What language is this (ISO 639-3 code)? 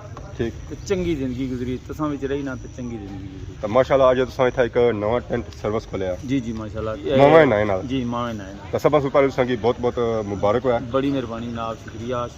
phr